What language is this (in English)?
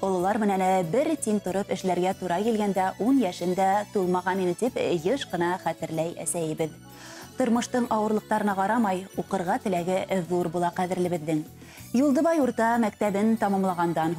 Bashkir